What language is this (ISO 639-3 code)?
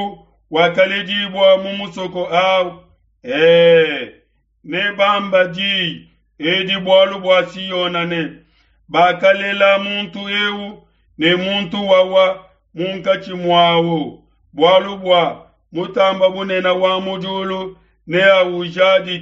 lua